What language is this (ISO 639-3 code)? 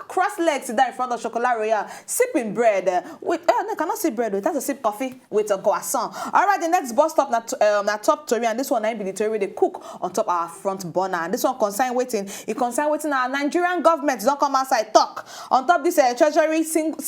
pcm